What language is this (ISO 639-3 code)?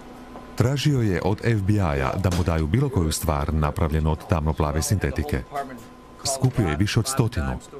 hrv